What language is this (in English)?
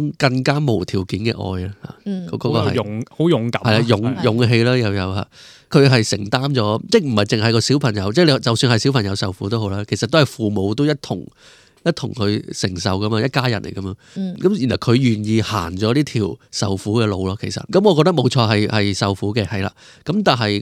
Cantonese